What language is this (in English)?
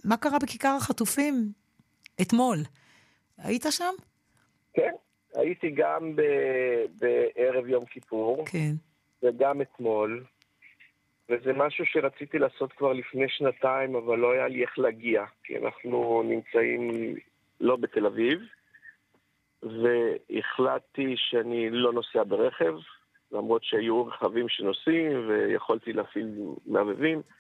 Hebrew